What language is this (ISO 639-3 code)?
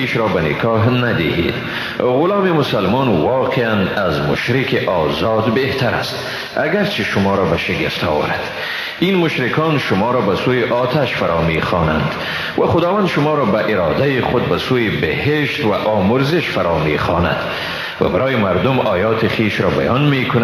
fas